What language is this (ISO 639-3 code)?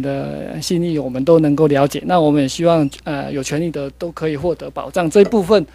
zho